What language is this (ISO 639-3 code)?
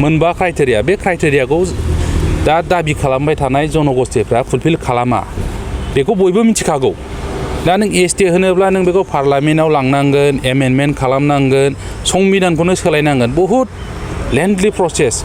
brx